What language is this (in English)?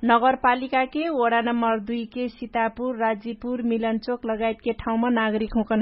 Dangaura Tharu